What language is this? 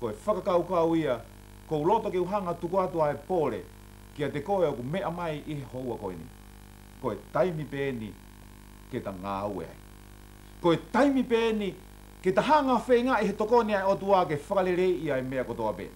Tongan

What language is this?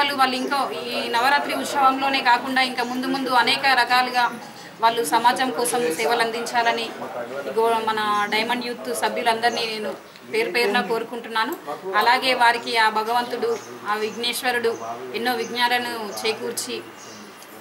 Telugu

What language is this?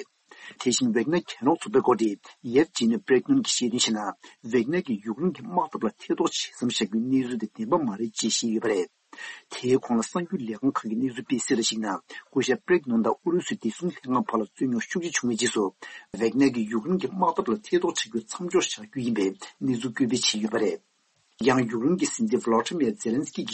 Tibetan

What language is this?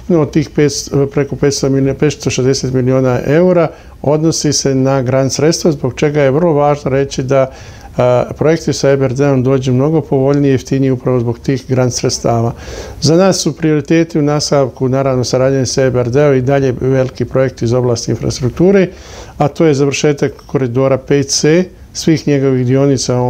Bosnian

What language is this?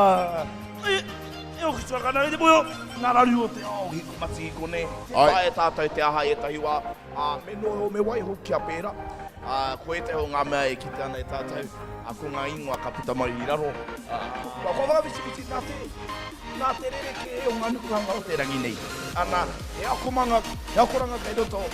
Māori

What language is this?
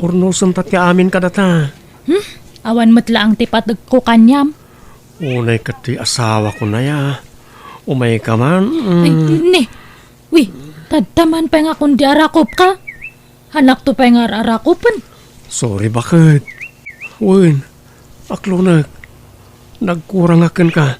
Iloko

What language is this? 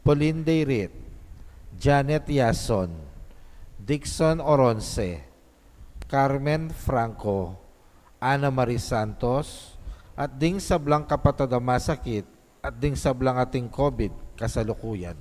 Pampanga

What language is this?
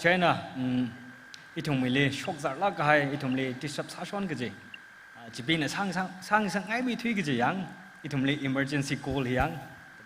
Tangkhul Naga (India)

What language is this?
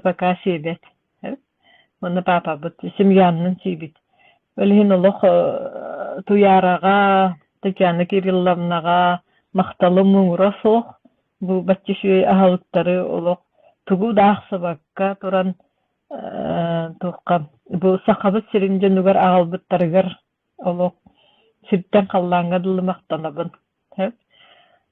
Yakut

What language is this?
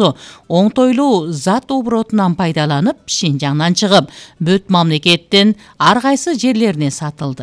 Kyrgyz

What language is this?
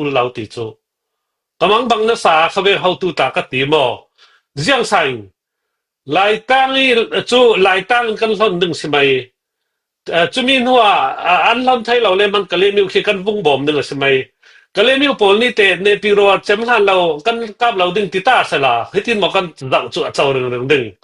Falam Chin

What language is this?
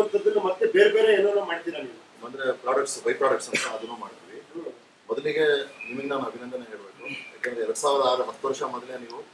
Kannada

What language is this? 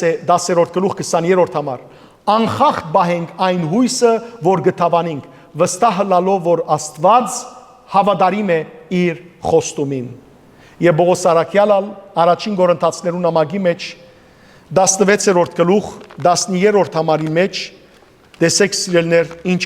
Western Armenian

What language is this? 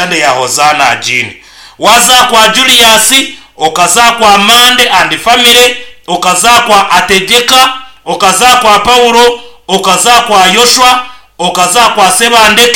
Nyankole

